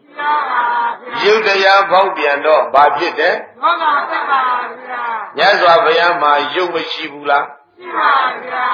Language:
Burmese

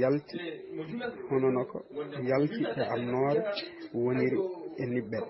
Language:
Fula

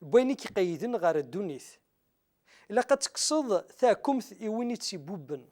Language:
Kabyle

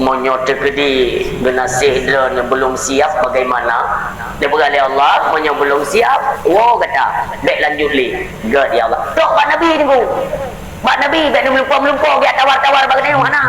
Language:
Achinese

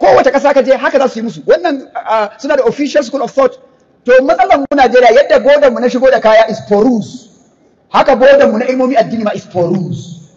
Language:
Hausa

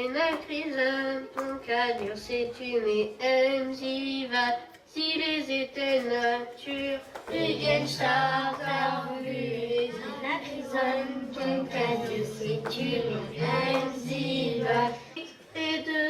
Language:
Breton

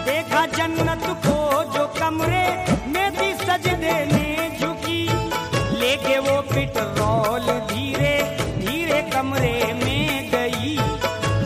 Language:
Hindi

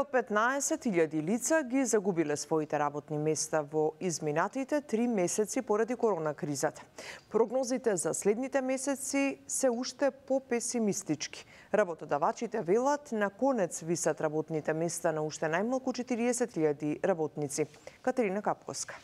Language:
Macedonian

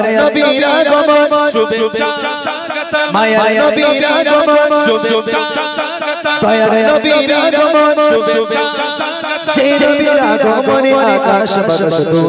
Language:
Bangla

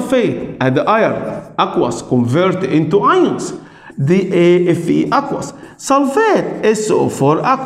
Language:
Egyptian Arabic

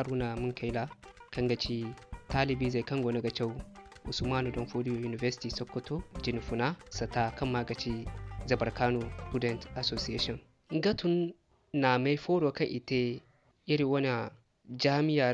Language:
Zarma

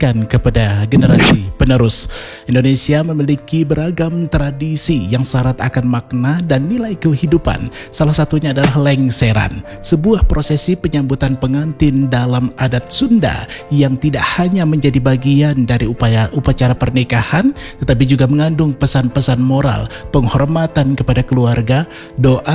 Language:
Indonesian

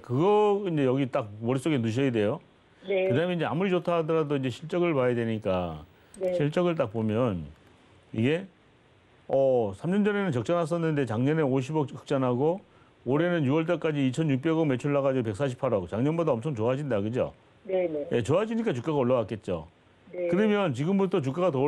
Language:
Korean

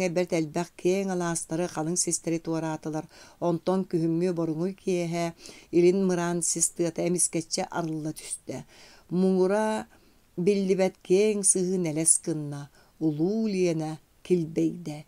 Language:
Yakut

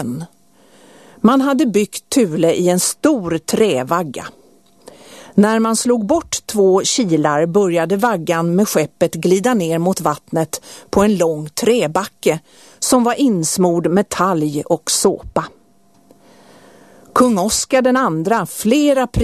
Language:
Swedish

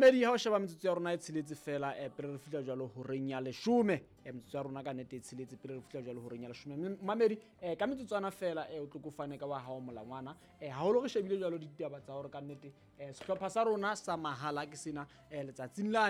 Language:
Southern Sotho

